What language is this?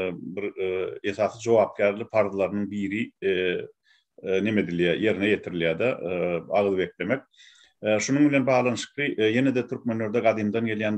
Turkmen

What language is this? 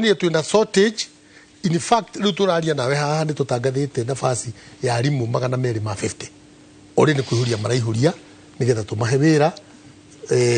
Kikuyu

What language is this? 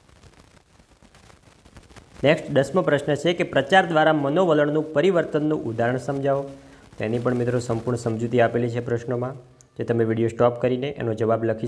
Gujarati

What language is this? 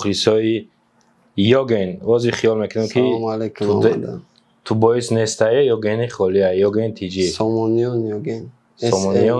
Tajik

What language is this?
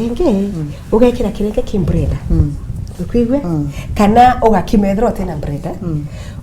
Meru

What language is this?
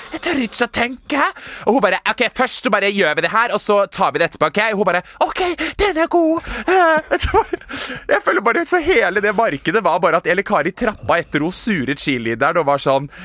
Norwegian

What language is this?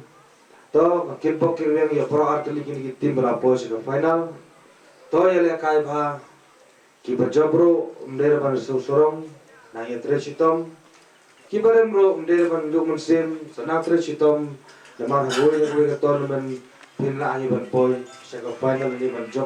Khasi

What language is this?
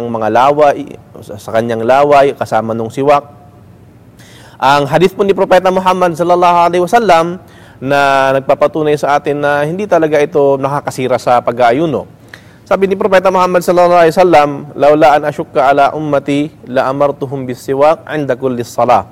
Filipino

